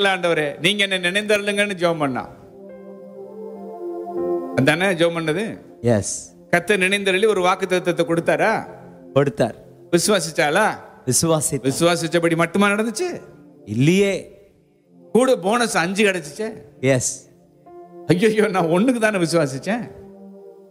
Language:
Tamil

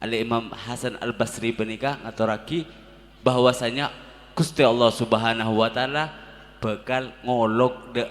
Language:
Madurese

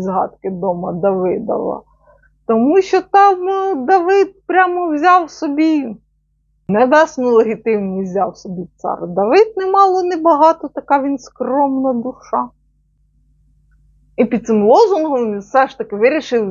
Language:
Ukrainian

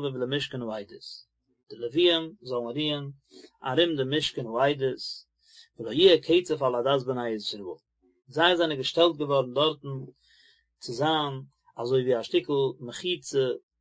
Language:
Yiddish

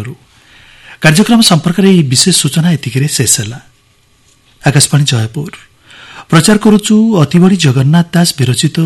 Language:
Odia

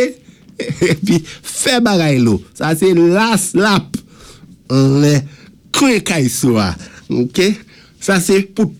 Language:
Saint Lucian Creole French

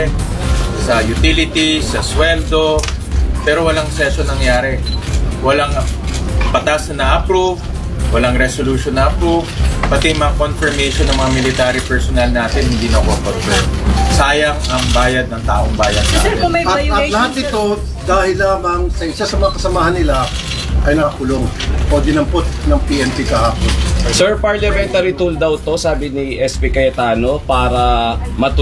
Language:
Filipino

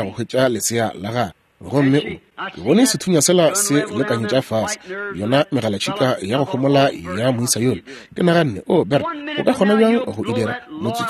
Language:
Northern Sotho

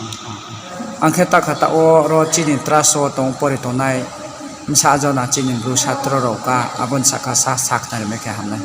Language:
Riang (India)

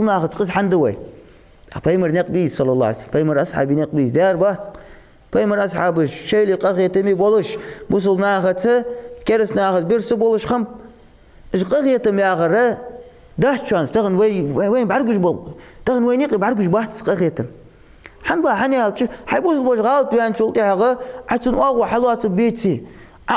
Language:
Ingush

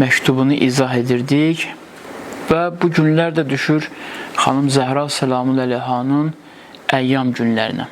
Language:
Azerbaijani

